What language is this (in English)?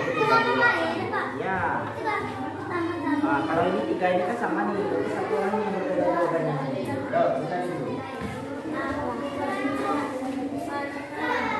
Indonesian